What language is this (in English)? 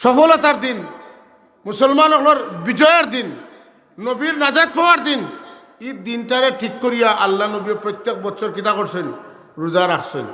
Sylheti